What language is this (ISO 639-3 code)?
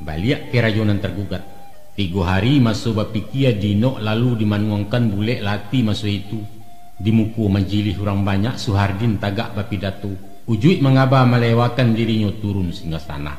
min